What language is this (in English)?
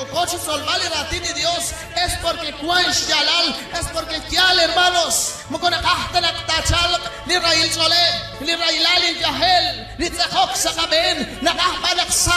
Kekchí